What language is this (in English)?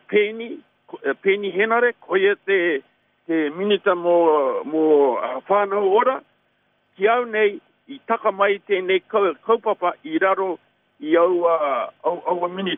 Māori